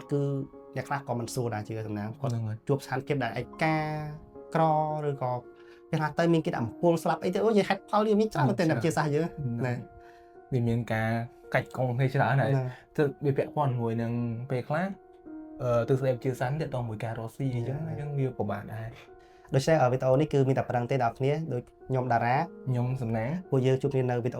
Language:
Khmer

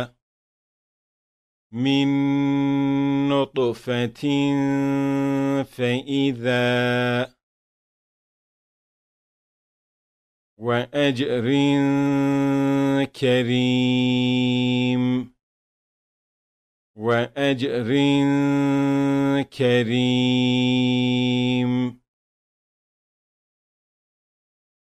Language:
Arabic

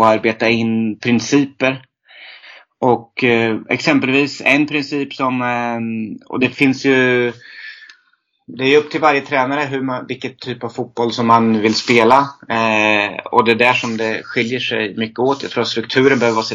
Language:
Swedish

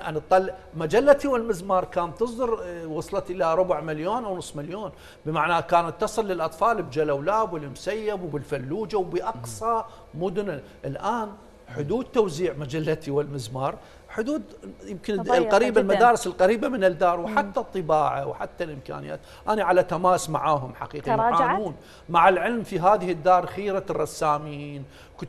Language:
Mesopotamian Arabic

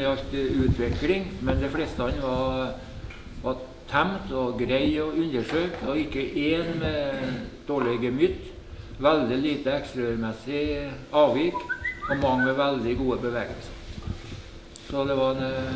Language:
Norwegian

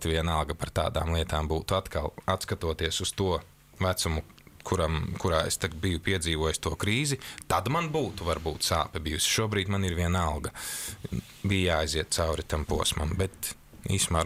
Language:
Latvian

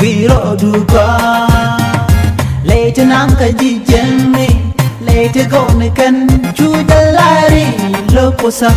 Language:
Nuer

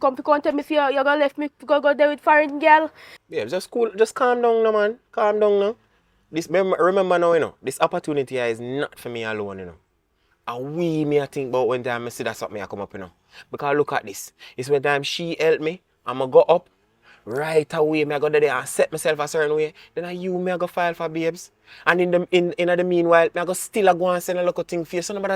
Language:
Jamaican Creole English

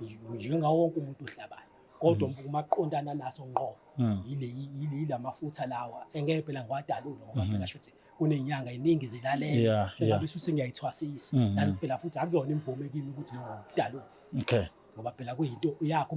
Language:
Zulu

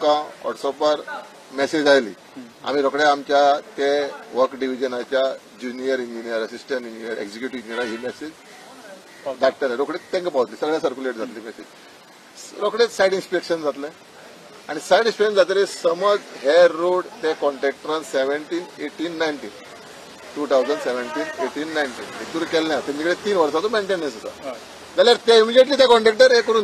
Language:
Konkani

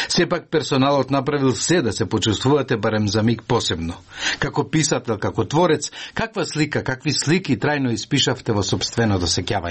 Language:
Macedonian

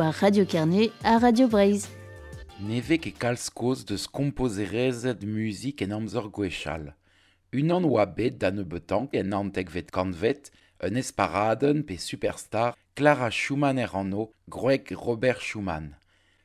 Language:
Breton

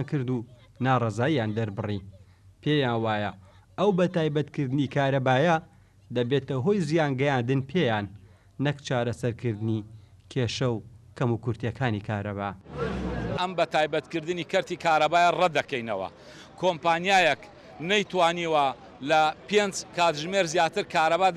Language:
Central Kurdish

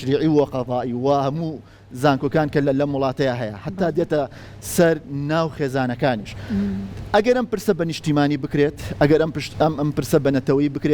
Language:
Central Kurdish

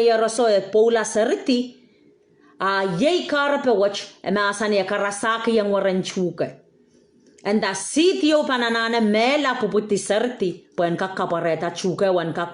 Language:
Pohnpeian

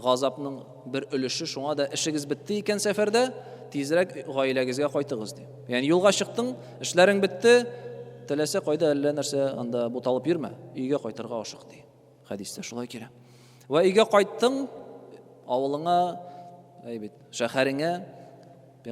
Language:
Tatar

